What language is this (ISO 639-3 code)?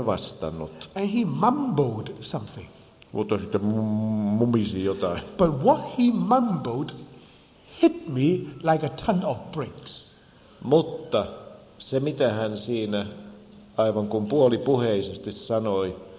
fin